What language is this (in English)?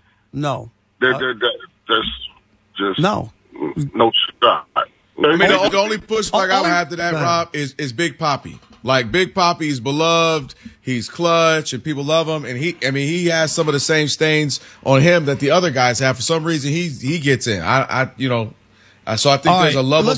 English